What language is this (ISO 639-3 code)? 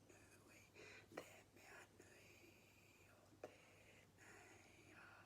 mri